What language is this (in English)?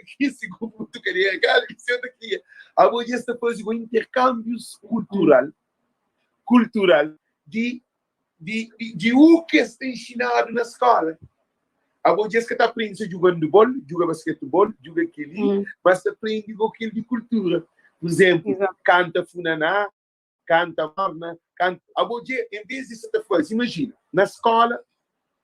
Kabuverdianu